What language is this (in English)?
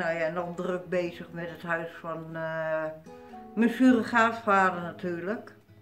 Dutch